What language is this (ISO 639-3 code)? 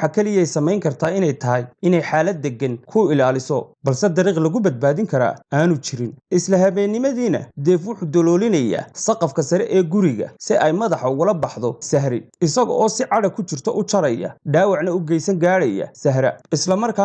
som